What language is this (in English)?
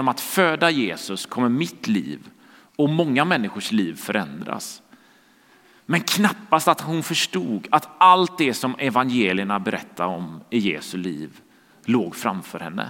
Swedish